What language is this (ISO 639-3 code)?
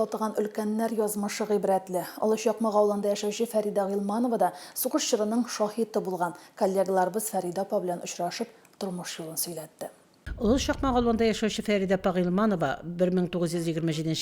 tat